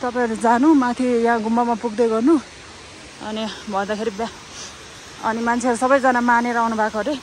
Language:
Nepali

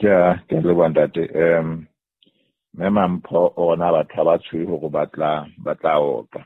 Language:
Southern Sotho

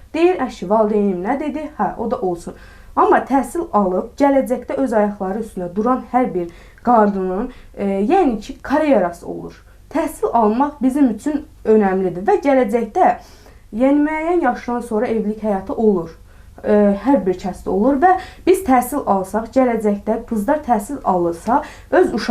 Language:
Azerbaijani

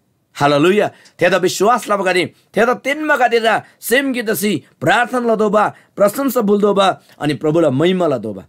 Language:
Eastern Tamang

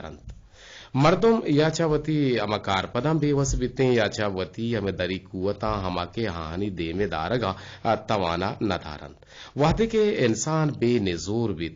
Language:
Eastern Balochi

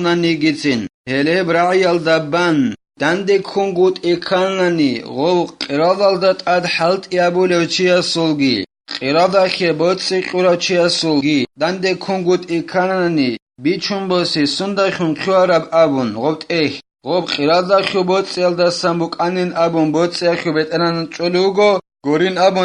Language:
Avaric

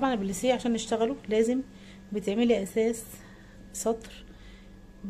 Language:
Egyptian Arabic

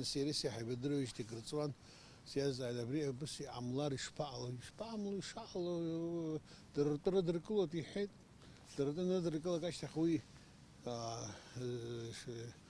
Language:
Abkhazian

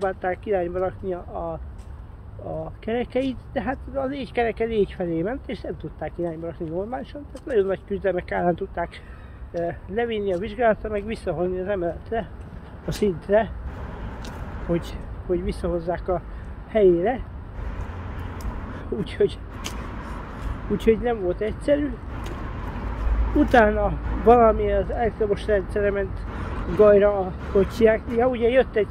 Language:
Hungarian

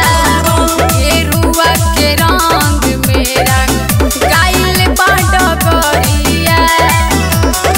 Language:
Bhojpuri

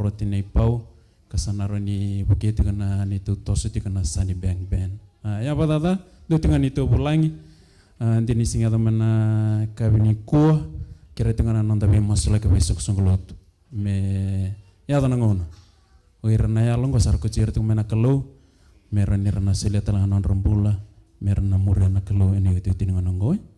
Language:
Fijian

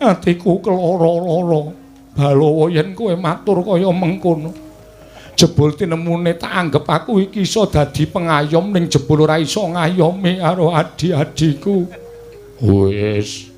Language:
Javanese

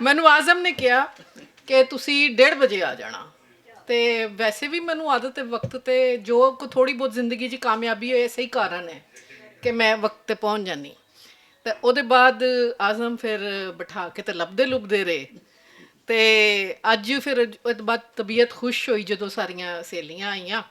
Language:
Western Panjabi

